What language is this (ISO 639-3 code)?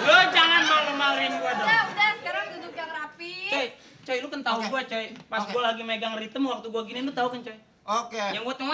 bew